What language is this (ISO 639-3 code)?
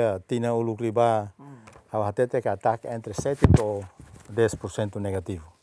tet